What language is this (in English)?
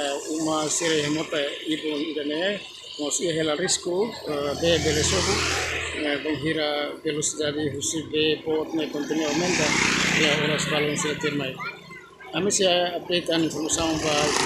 Tetum